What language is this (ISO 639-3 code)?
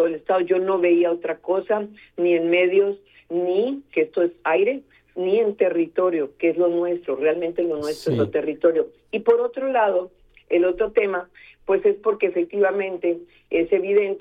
spa